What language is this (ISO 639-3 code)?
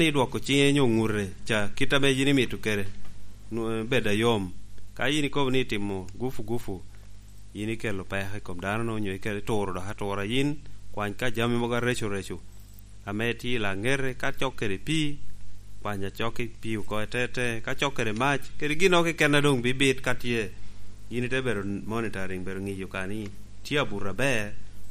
laj